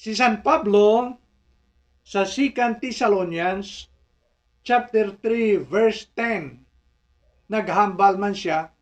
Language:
Hiligaynon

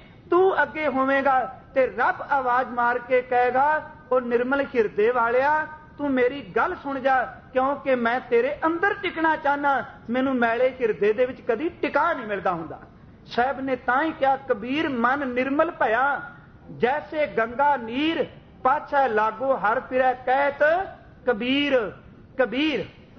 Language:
Punjabi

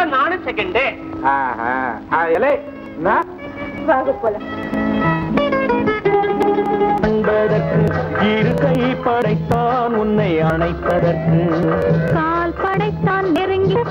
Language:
Tamil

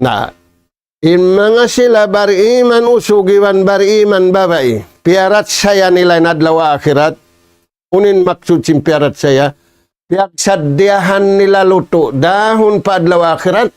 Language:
Tausug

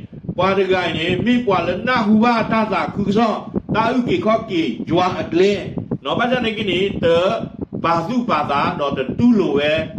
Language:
S'gaw Karen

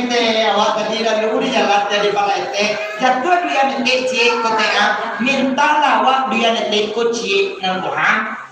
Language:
Minangkabau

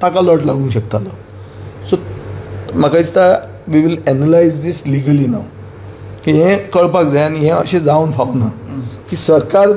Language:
Konkani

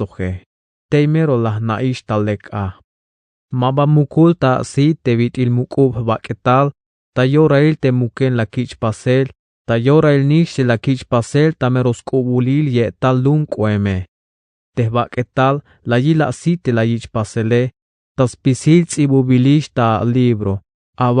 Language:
Tzeltal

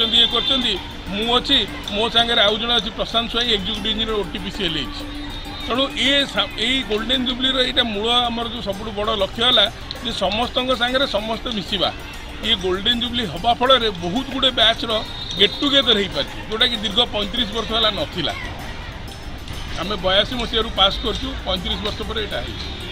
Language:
Odia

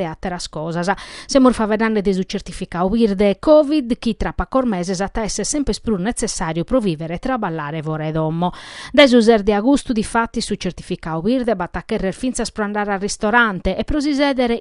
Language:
Sardinian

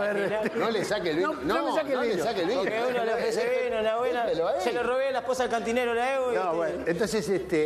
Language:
Spanish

